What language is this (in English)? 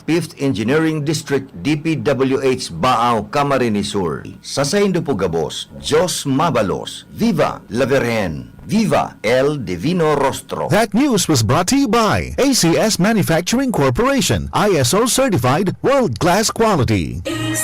Bikol